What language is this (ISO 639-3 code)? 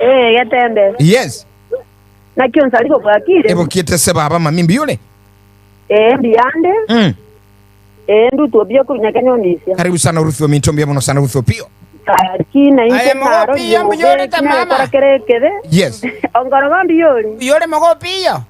guz